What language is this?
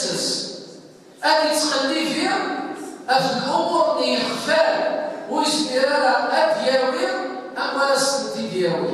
Kabyle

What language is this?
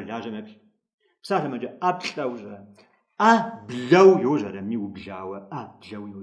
Kabardian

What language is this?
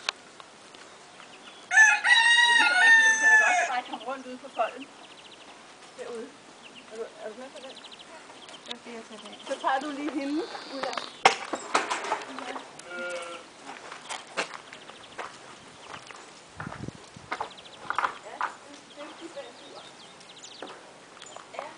Danish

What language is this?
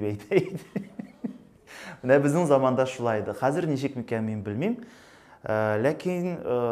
Tatar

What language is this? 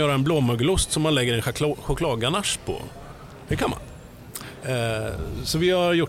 Swedish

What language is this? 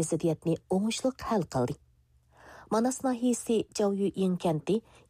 Uyghur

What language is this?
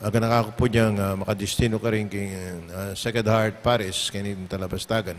Pampanga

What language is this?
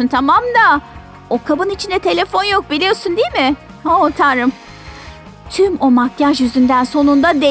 Turkish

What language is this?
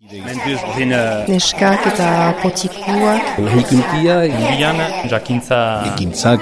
Basque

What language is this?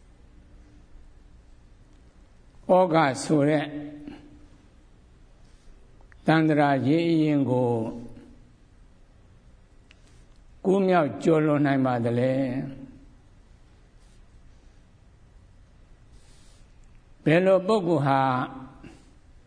Burmese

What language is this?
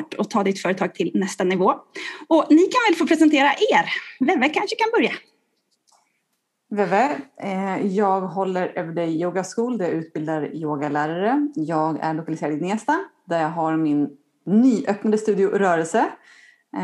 Swedish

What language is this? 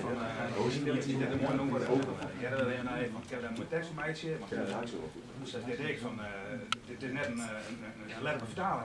Western Frisian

